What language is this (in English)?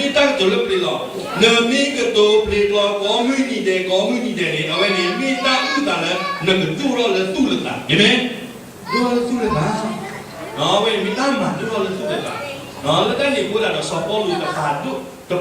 S'gaw Karen